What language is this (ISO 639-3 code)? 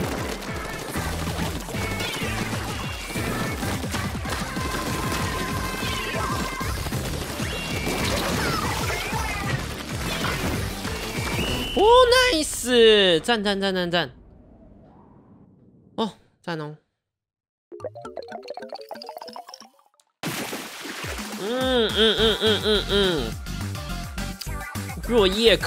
zho